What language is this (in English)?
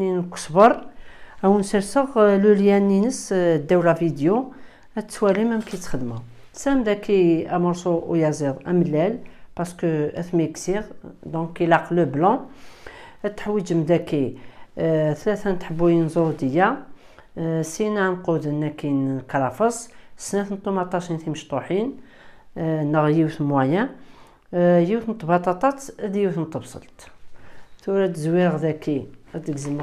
Kabyle